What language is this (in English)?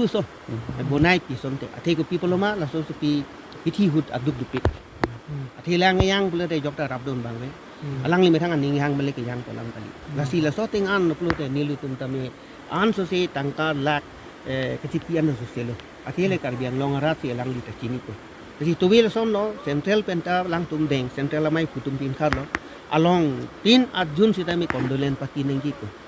Karbi